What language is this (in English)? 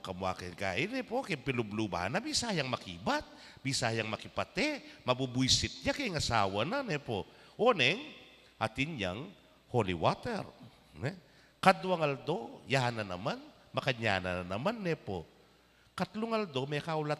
Pampanga